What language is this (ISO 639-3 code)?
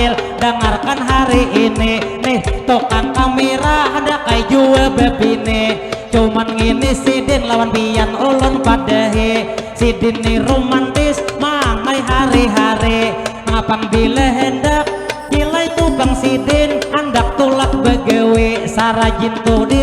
bjn